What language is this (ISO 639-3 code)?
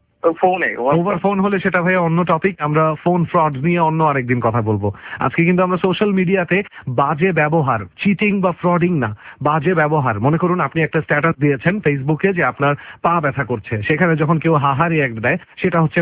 ben